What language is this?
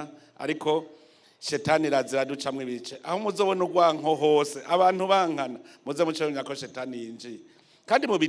Rundi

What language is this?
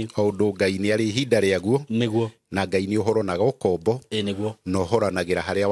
Kikuyu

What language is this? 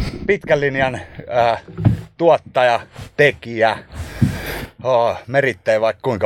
Finnish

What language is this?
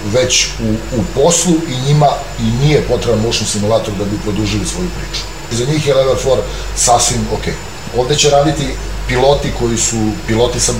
Serbian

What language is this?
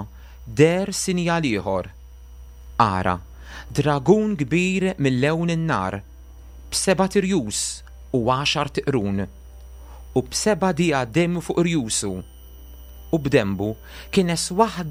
Maltese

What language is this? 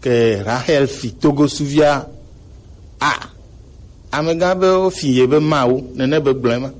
Gen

